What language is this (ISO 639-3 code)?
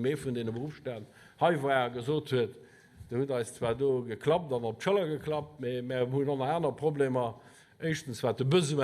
ltz